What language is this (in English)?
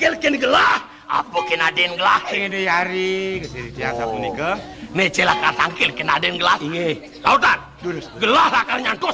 Balinese